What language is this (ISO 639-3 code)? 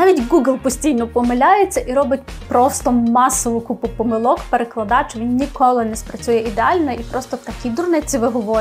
ukr